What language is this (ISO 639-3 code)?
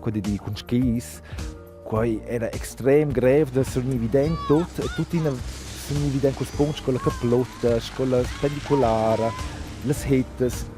roh